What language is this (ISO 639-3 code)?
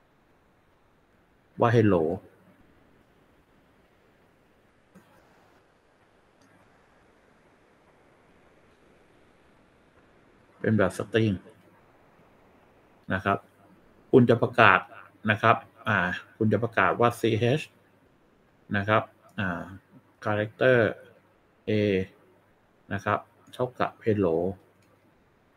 tha